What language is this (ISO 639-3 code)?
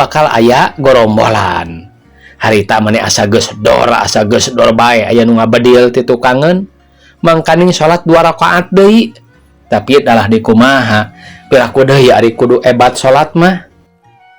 sun